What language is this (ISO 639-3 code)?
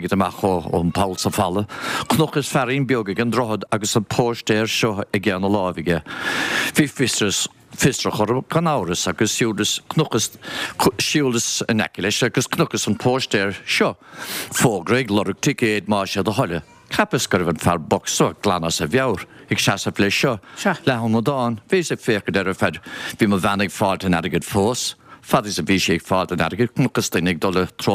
gle